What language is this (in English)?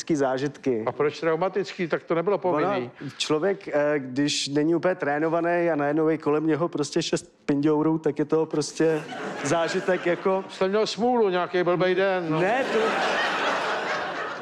Czech